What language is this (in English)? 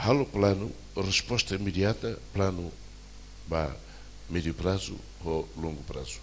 Tetum